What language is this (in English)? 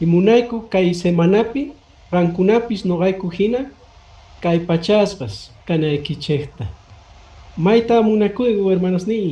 Quechua